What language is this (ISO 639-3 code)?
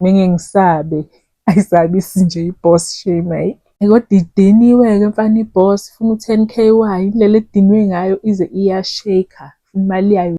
zul